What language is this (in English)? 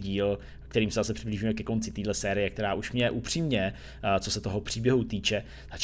Czech